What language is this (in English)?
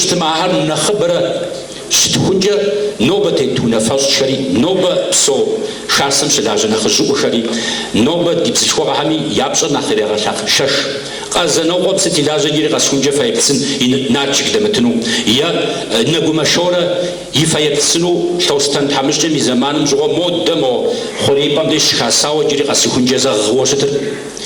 Kabardian